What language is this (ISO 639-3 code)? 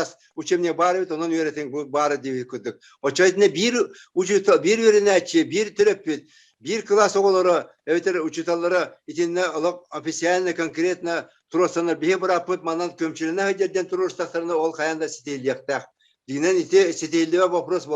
sah